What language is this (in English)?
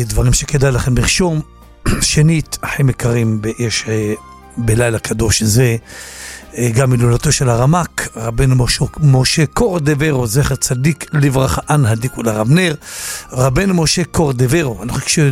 Hebrew